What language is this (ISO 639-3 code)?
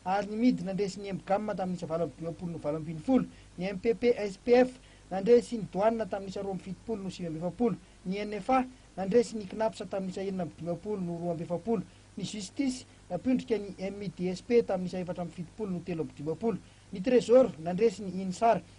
mlg